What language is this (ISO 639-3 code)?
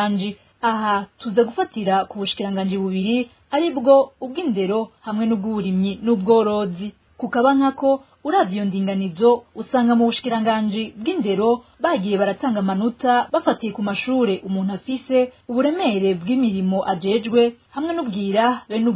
run